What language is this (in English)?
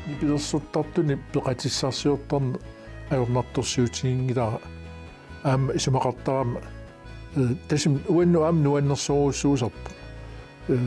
Kalaallisut